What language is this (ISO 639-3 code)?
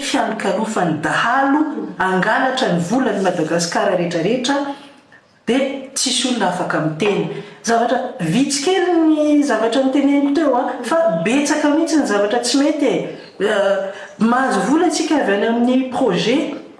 mlg